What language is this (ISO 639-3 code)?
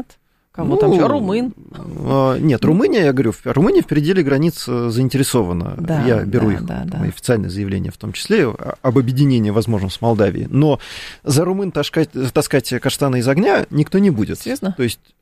rus